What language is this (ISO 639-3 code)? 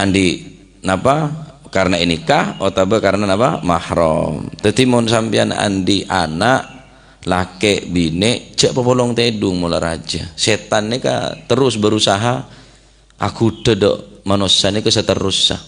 mad